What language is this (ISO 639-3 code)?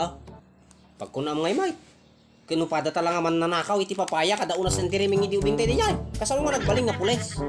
ilo